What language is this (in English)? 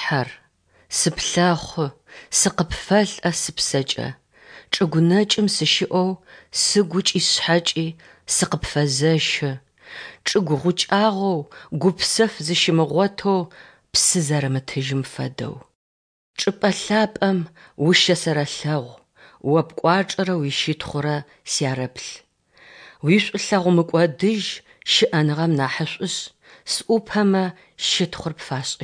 Adyghe